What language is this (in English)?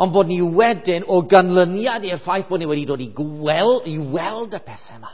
Welsh